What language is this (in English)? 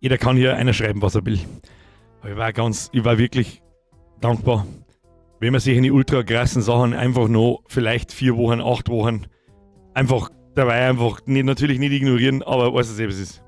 Bavarian